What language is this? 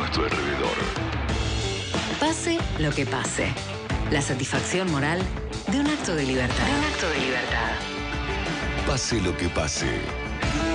Spanish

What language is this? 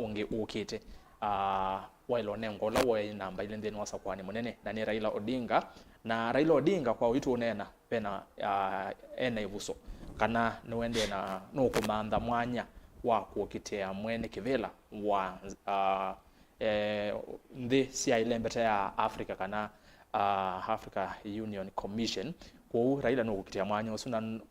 Kamba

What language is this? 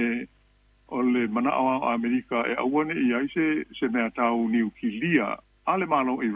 Samoan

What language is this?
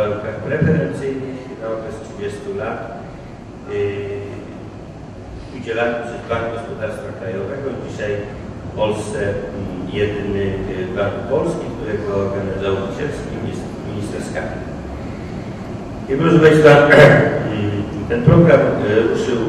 Polish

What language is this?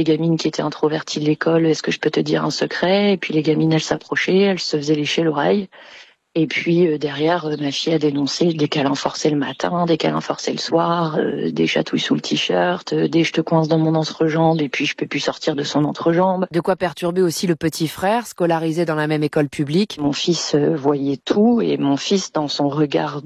French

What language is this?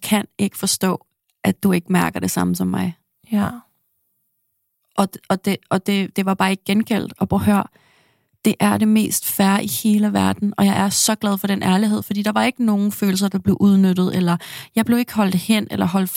Danish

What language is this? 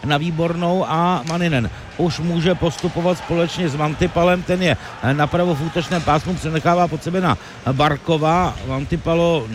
Czech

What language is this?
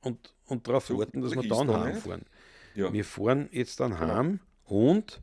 Bavarian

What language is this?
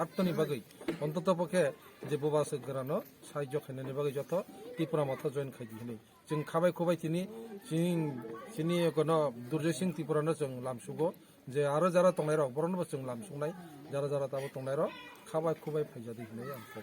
Kok Borok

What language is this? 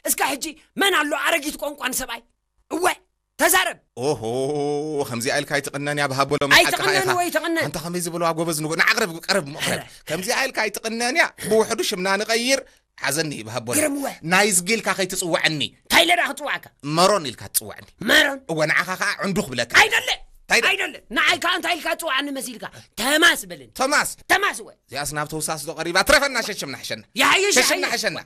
Tigrinya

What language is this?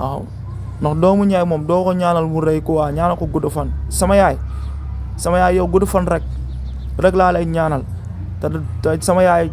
Wolof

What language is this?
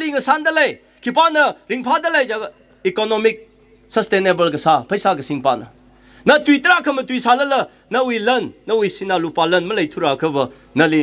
Tangkhul Naga (India)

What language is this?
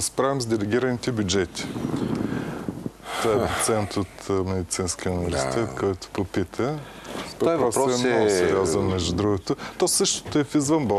Bulgarian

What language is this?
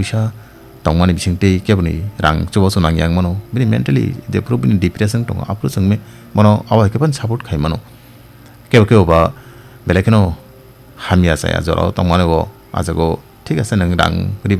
Kok Borok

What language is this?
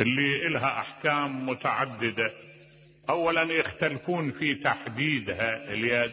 Mesopotamian Arabic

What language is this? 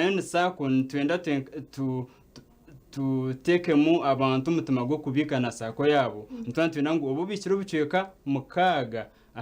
Nyankole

